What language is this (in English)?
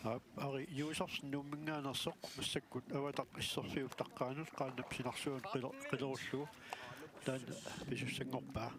Kalaallisut